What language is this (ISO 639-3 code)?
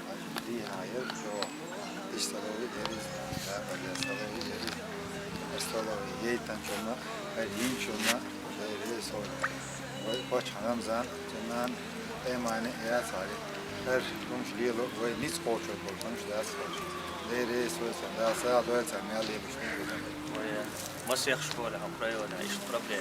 che